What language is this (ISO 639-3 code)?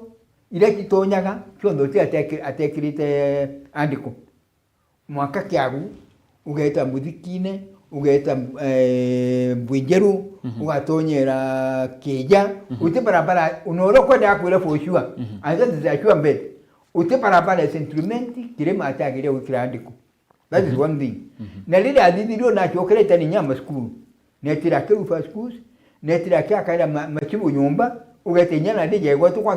mer